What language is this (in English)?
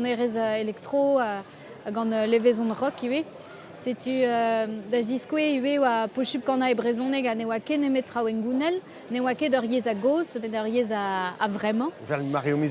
Breton